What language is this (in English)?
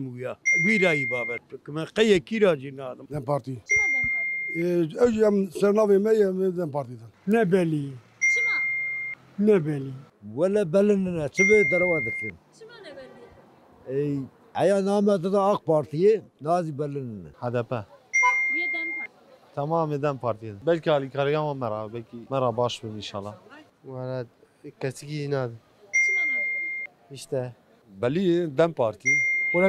Kurdish